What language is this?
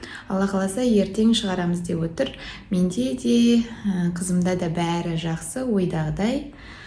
Kazakh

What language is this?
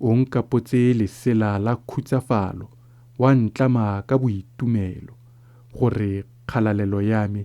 Tswana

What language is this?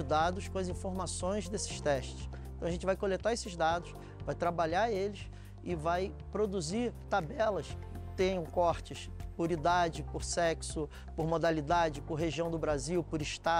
Portuguese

